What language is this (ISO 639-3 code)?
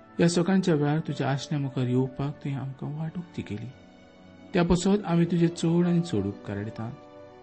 kok